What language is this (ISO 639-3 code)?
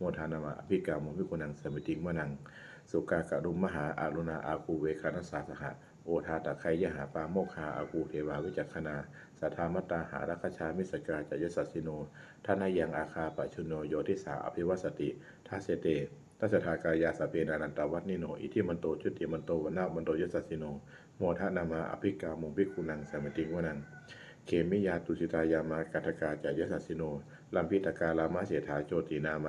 pli